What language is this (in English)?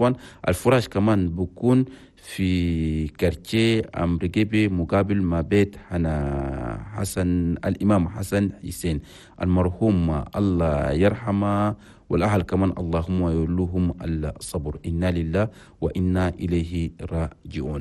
Chadian Arabic